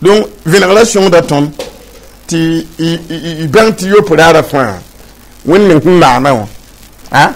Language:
Mossi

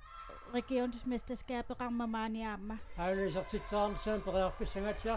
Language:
Kalaallisut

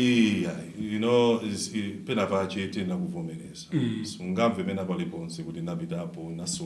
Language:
Nyanja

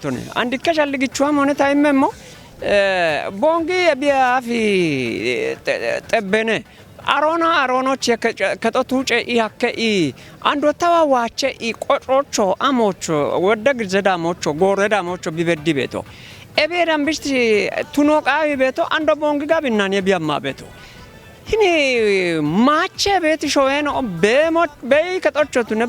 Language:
Kafa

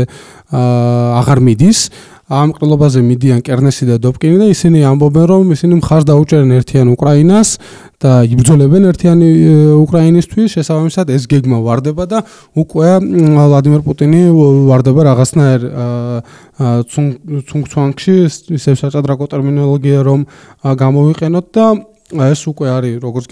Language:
Georgian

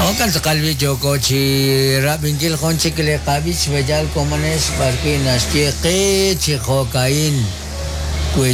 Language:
Kekchí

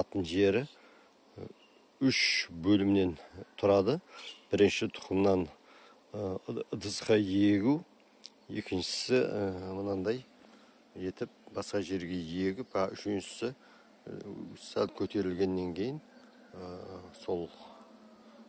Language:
Kazakh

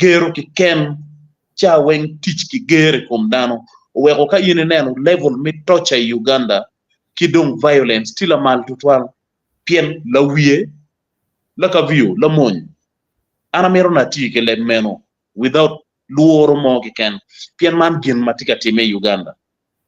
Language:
Acoli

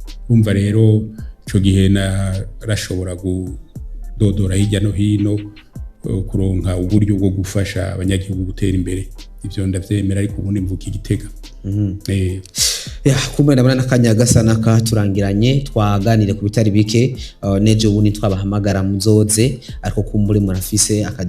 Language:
Rundi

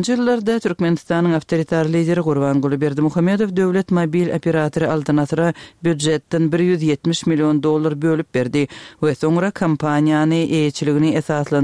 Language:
Turkmen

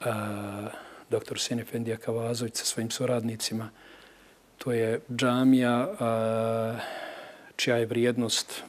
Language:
Bosnian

